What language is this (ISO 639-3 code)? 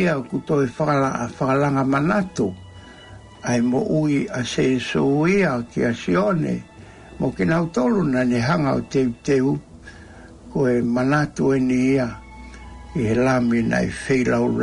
ton